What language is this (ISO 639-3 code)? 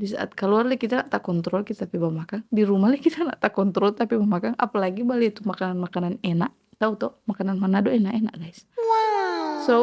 xmm